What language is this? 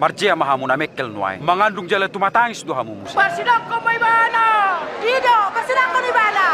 Batak Toba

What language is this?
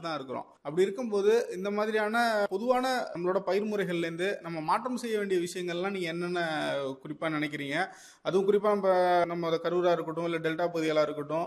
Tamil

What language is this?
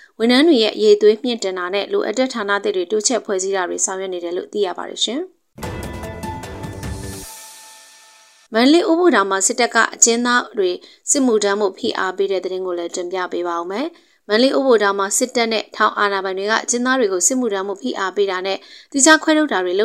Burmese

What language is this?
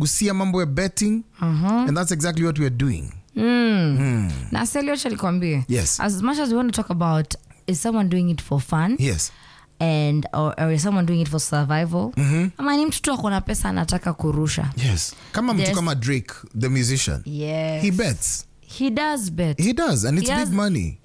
Swahili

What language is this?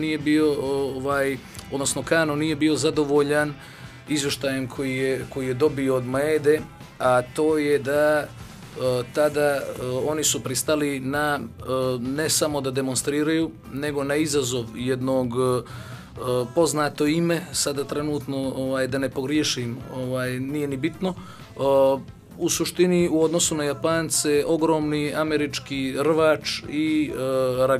Bosnian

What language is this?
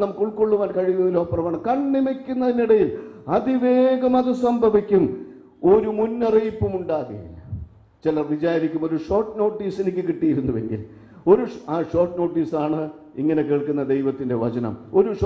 Malayalam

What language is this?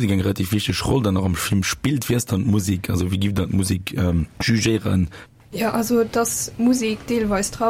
Luxembourgish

